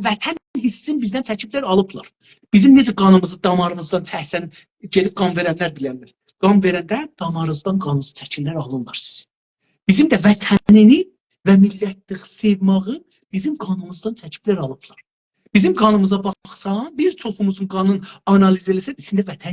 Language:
South Azerbaijani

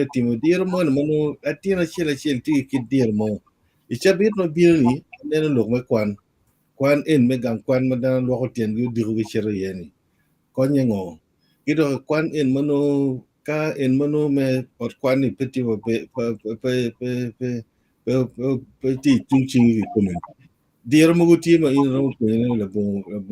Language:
Acoli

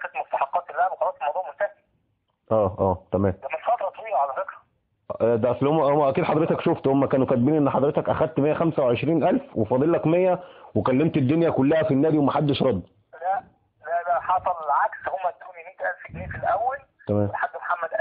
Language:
Egyptian Arabic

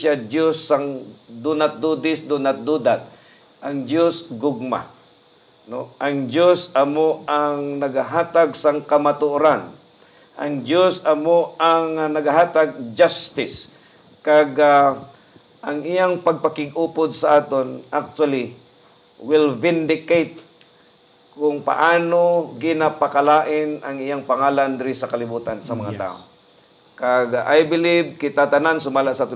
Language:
Hiligaynon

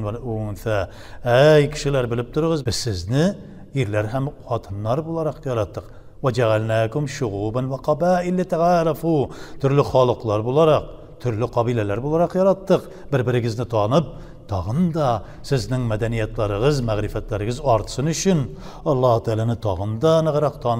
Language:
Tatar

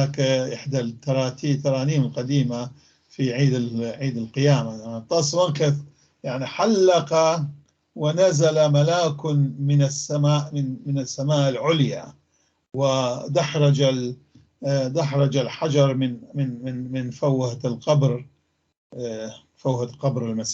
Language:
North Levantine Arabic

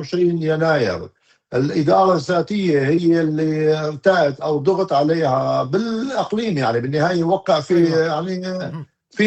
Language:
North Levantine Arabic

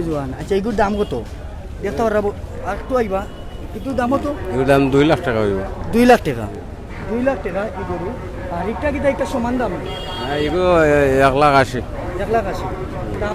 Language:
Sylheti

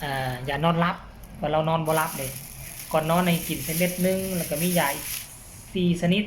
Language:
Northeastern Thai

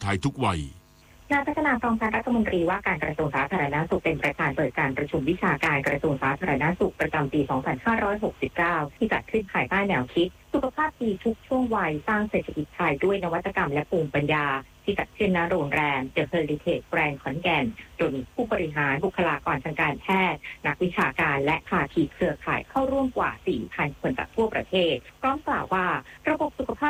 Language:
Thai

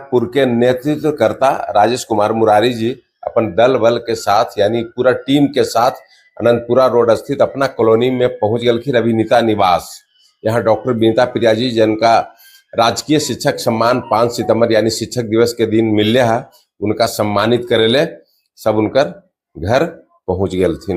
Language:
Magahi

